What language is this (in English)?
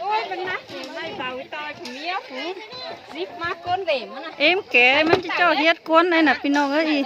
Lao